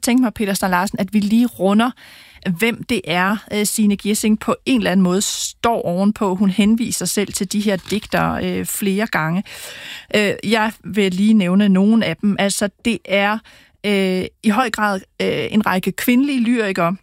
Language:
Danish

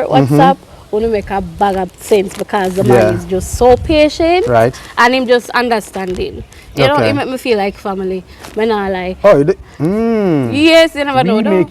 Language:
Jamaican Creole English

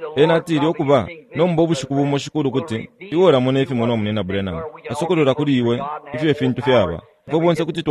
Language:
Bemba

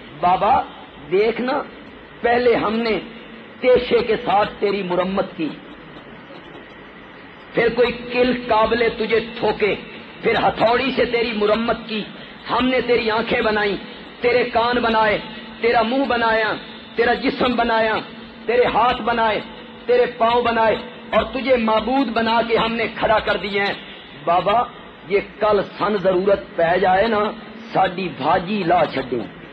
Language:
Urdu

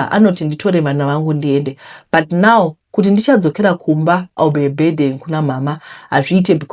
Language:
Shona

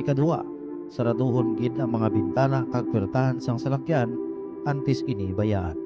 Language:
Hiligaynon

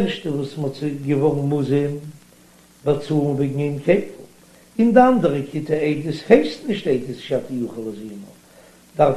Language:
Yiddish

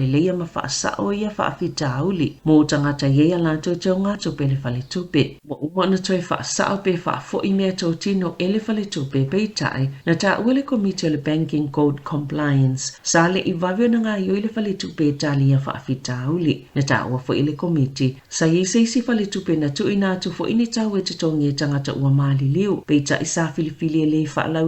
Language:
Samoan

